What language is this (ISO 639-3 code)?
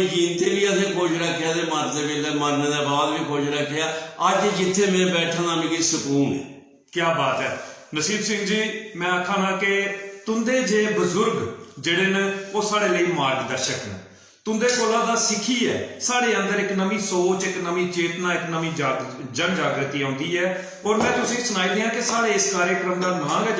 doi